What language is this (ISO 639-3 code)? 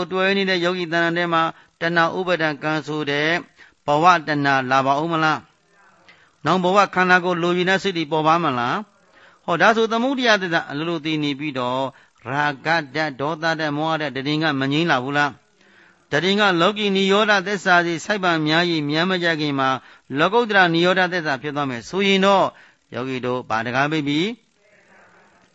mya